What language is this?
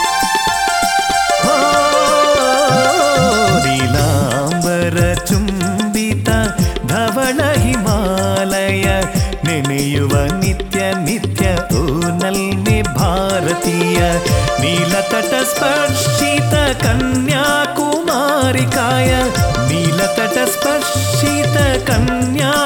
Kannada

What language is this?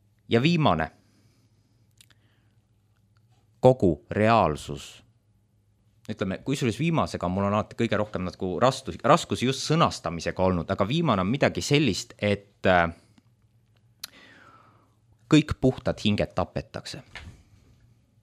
Estonian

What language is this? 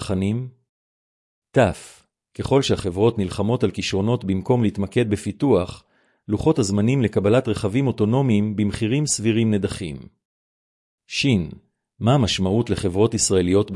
Hebrew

